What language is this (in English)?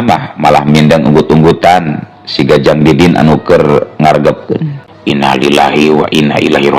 Sundanese